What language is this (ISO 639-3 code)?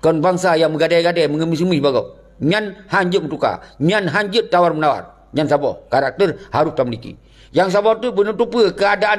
ace